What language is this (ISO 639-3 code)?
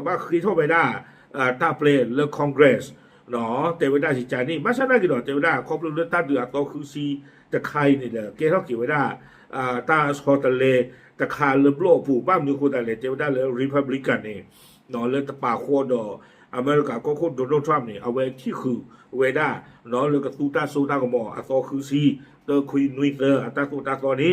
ksw